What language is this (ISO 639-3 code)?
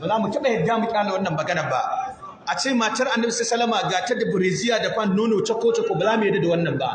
hau